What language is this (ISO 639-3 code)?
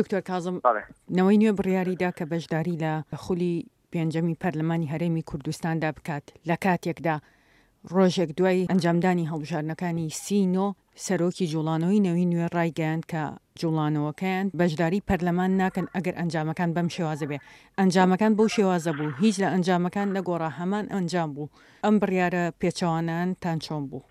ckb